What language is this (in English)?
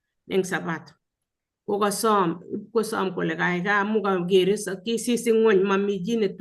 Kalenjin